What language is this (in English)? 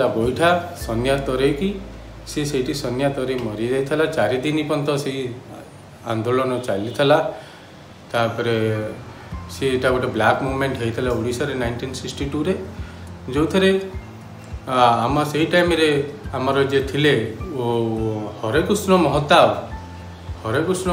Odia